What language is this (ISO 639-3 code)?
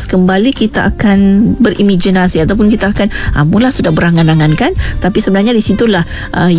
msa